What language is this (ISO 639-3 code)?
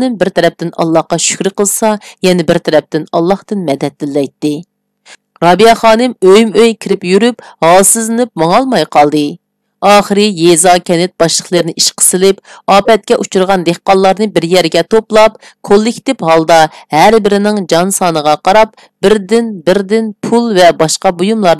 uig